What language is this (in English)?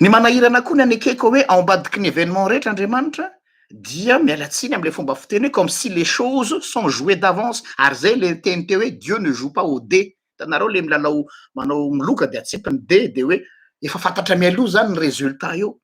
Malagasy